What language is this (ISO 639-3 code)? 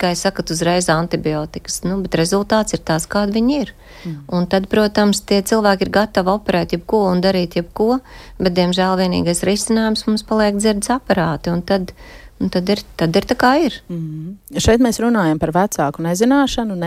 lav